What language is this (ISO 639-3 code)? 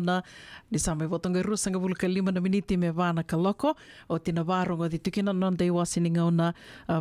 fij